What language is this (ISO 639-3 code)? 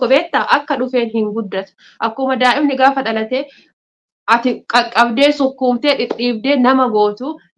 orm